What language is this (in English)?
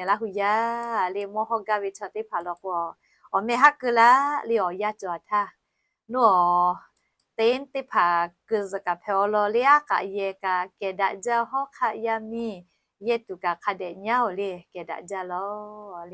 Lahu